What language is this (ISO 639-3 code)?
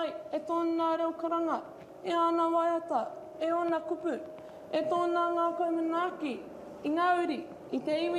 mri